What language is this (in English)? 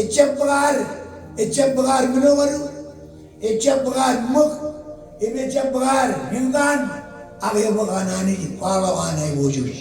Marshallese